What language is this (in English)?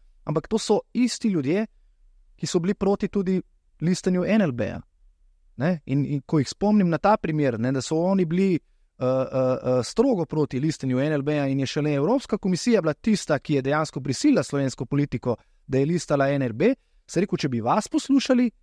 Slovenian